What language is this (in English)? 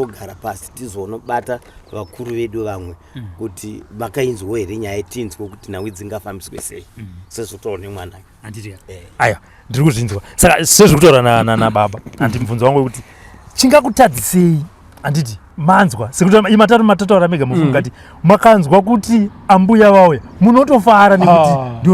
Shona